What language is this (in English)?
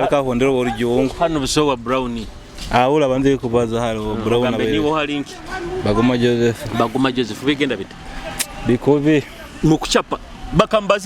Nyoro